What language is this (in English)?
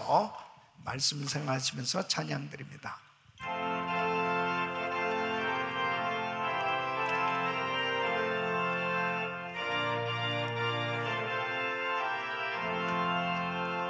Korean